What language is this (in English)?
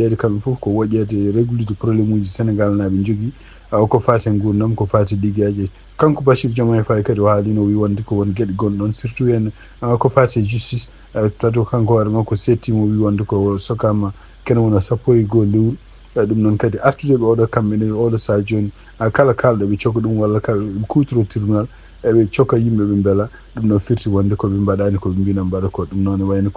Fula